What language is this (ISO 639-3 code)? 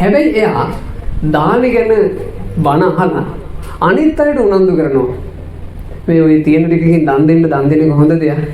sin